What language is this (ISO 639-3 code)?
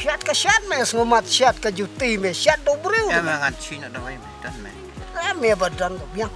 kha